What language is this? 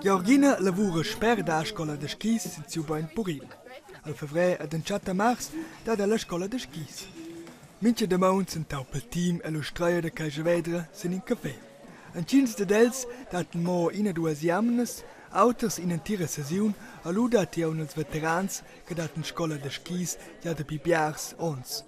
Romansh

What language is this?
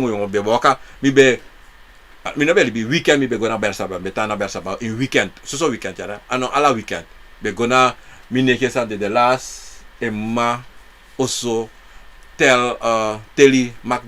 Sranan Tongo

